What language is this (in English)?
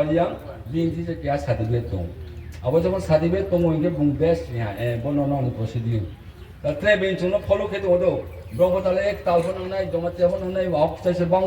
Riang (India)